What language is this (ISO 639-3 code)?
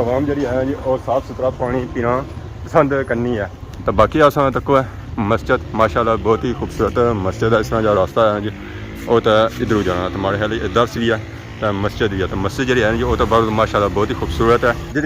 phr